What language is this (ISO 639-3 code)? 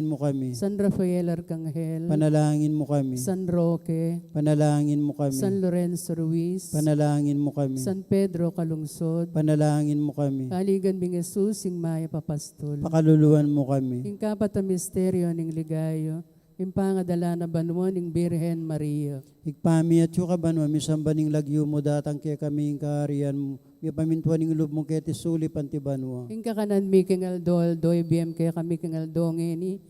pam